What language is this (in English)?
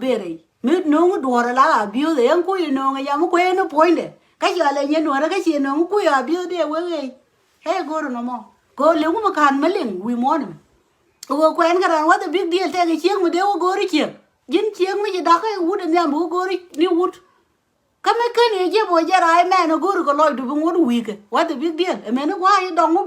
Nuer